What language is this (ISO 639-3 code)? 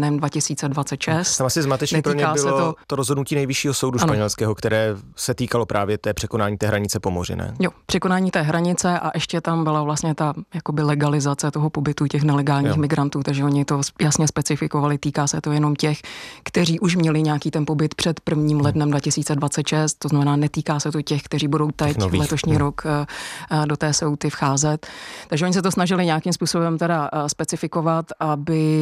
ces